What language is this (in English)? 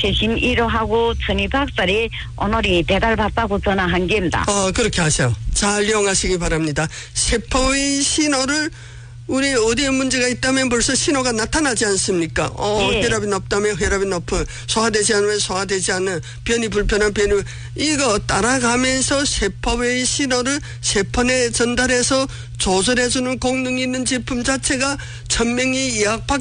Korean